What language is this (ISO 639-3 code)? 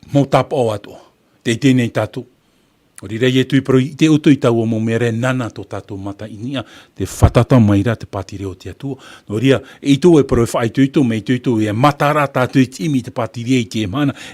tah